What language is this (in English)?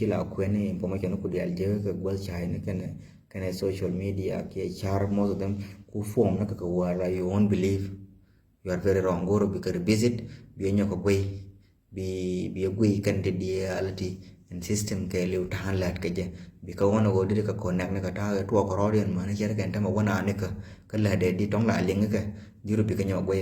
Nuer